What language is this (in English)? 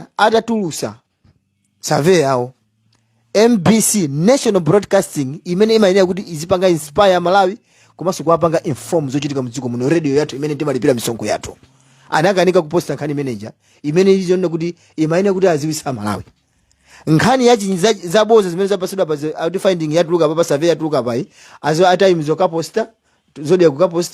Nyanja